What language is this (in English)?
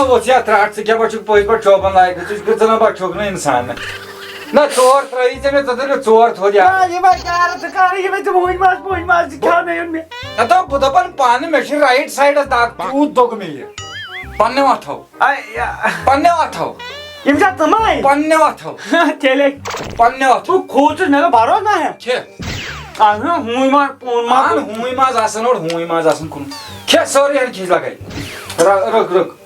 Kashmiri